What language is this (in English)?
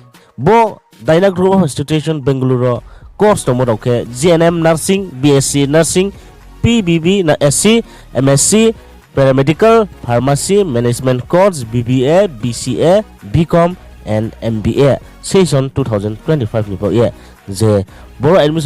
Riang (India)